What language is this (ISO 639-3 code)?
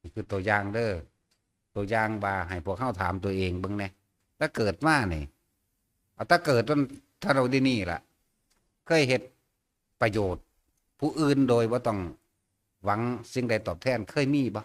tts